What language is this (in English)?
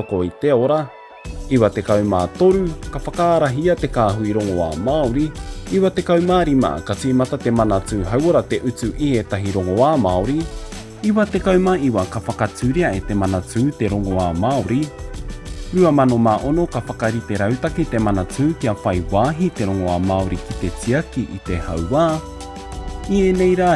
Māori